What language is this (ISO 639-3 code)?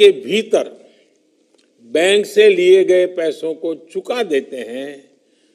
hin